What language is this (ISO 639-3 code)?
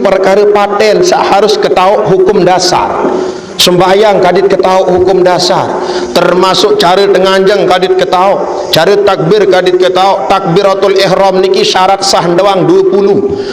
sas